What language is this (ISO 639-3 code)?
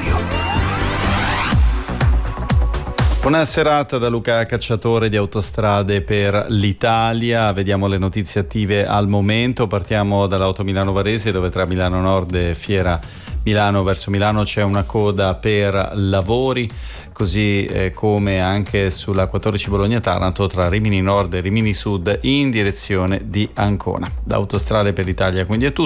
ita